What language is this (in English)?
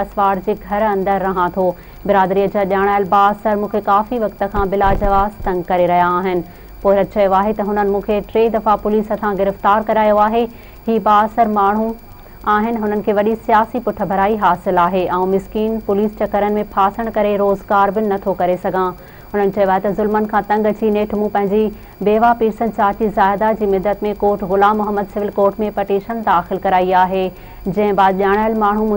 Sindhi